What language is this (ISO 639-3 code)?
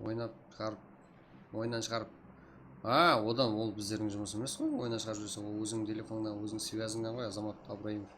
kaa